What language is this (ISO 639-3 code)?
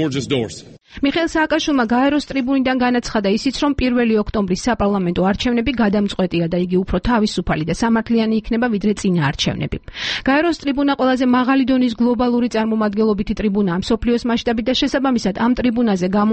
kat